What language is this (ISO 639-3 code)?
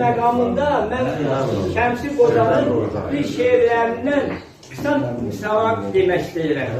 aze